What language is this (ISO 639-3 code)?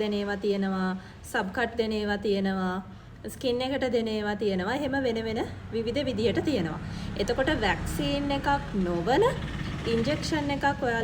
sin